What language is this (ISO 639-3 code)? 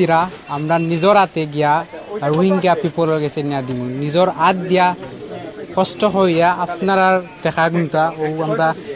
syl